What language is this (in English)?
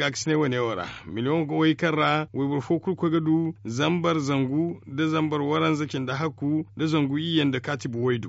Zarma